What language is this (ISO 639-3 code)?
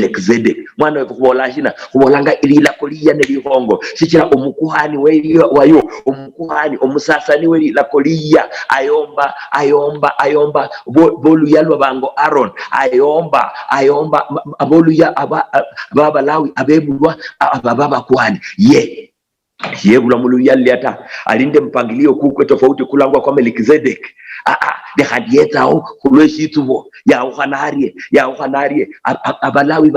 luy